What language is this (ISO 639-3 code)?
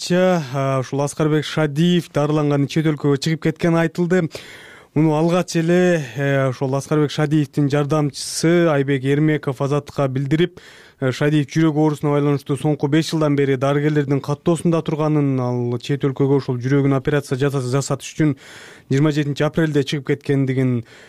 kir